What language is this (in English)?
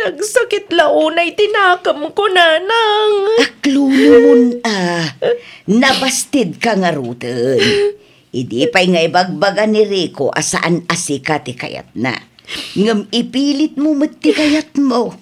Iloko